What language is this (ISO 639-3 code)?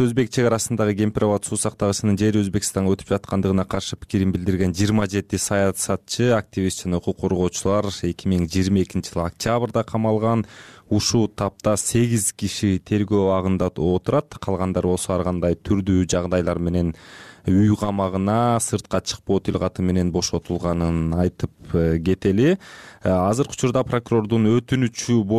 kir